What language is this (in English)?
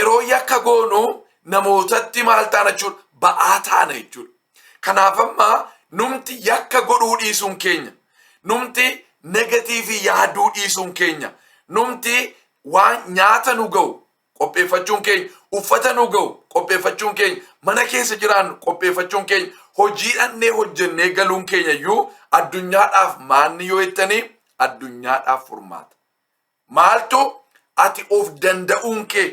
Oromo